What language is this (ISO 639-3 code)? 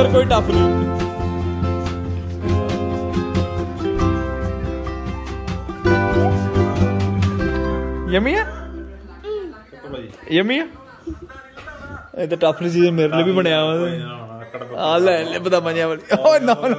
pan